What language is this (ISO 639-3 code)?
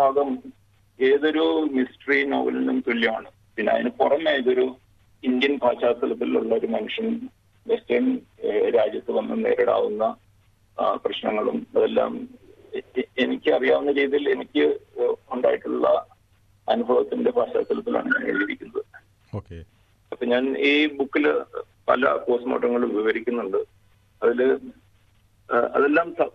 mal